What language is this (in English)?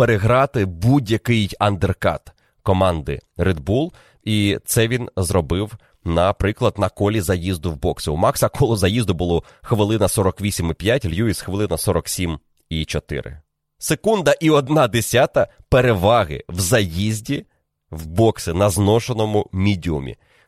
Ukrainian